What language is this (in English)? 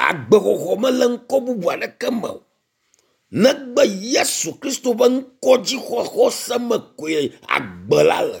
Ewe